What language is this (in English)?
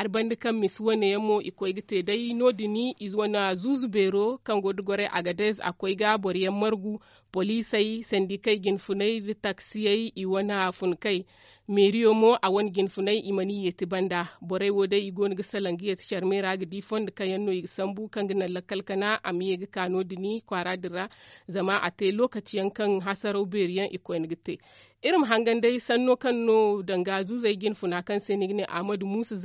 Zarma